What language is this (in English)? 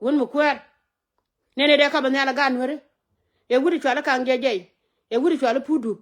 Nuer